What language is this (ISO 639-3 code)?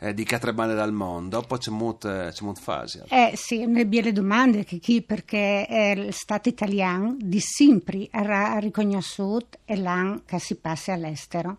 fur